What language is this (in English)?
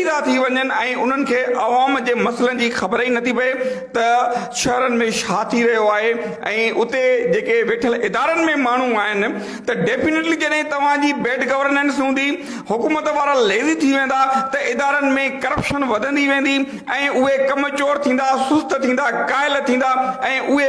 Sindhi